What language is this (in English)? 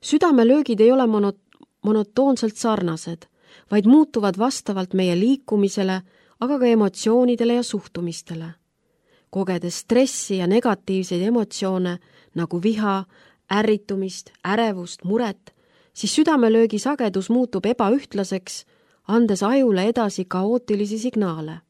Estonian